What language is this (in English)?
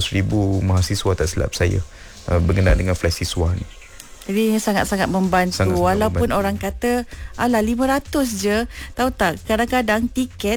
Malay